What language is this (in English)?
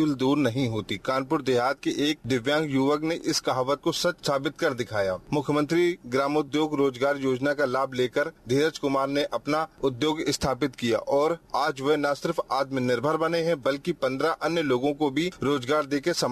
Hindi